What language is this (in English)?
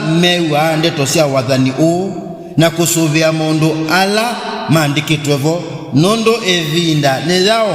Kamba